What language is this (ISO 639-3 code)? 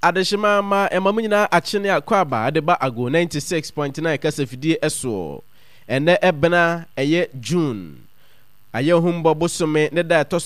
aka